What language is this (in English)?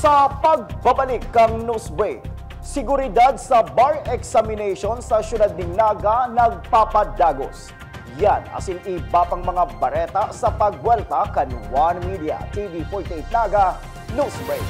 Bikol